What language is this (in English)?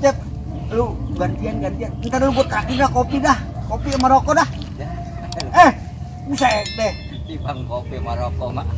Betawi